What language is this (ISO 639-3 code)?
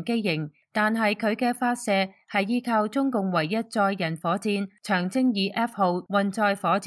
yue